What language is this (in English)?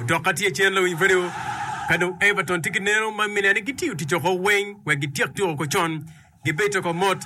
Acoli